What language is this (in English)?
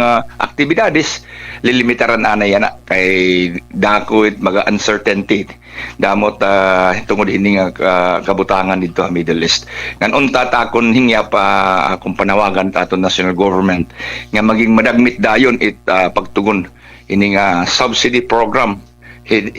Waray